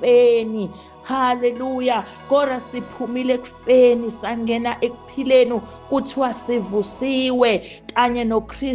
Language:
Zulu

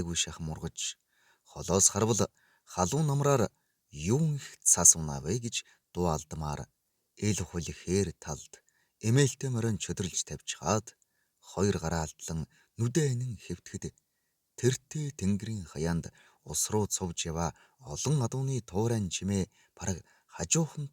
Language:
Mongolian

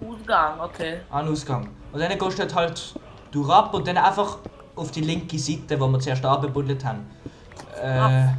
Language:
Swiss German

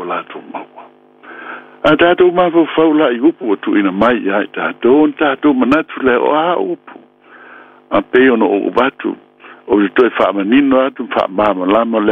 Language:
Samoan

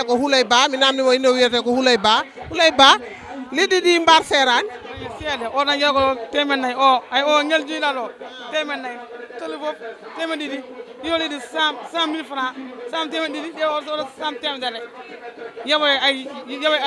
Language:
Fula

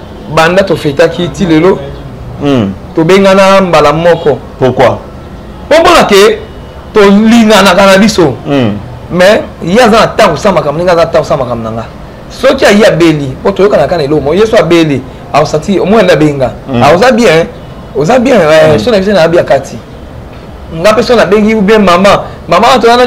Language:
Lingala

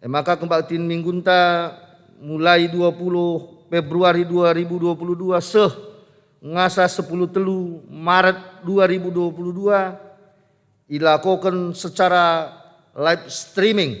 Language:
Batak Karo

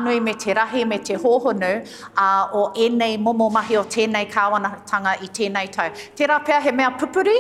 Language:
Māori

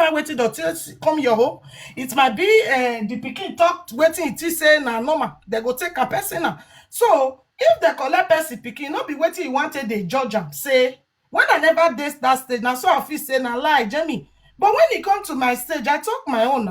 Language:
Nigerian Pidgin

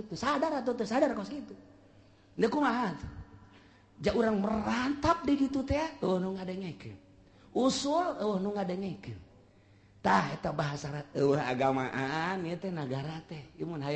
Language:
Sundanese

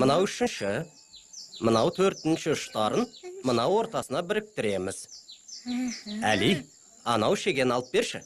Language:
Kazakh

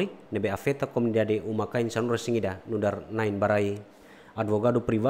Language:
Tetum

